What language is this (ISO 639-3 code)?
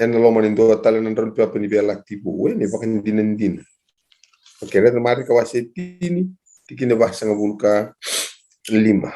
fij